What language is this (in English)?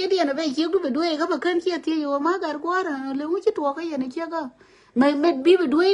Nuer